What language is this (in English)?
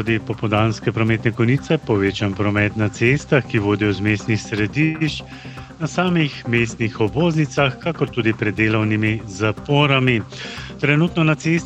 Slovenian